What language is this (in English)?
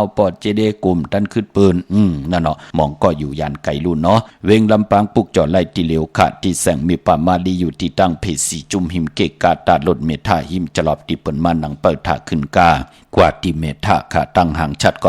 Shan